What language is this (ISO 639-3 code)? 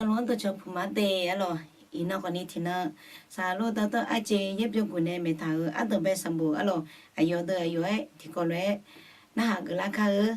ahk